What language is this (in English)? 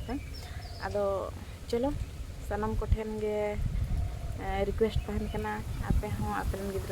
Santali